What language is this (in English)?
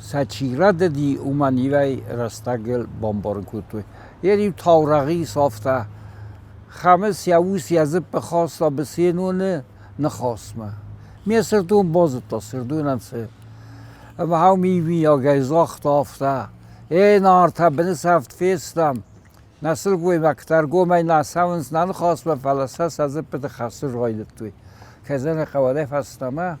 Ossetic